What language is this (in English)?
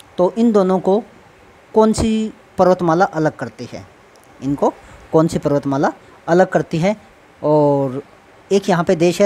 Hindi